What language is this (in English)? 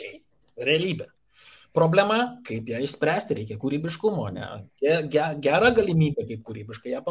Lithuanian